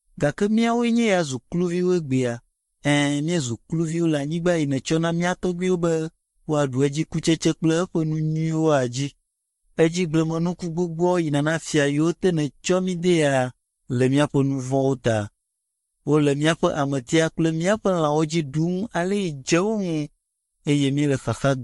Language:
Ewe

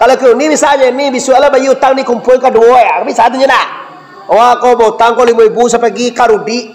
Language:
Minangkabau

